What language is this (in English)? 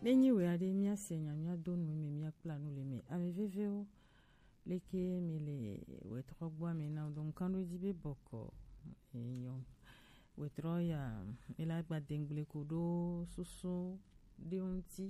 Gen